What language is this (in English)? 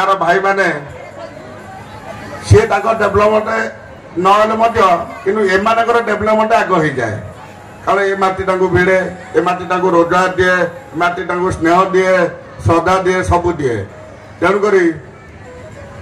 Odia